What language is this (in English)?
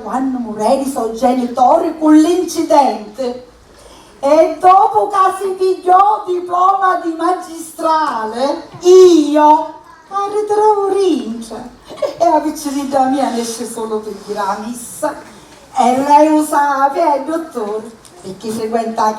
Sicilian